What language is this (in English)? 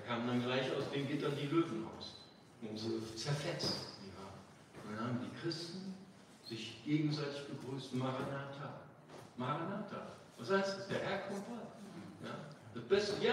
German